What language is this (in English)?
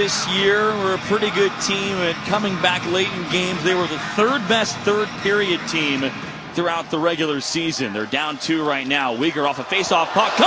English